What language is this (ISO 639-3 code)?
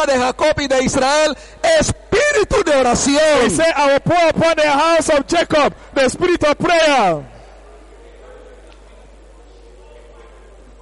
spa